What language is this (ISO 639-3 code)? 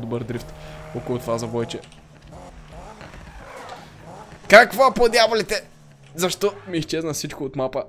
bul